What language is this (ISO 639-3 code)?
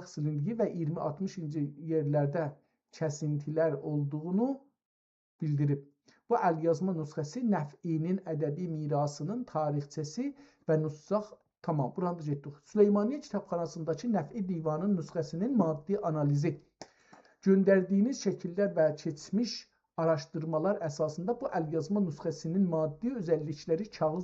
azb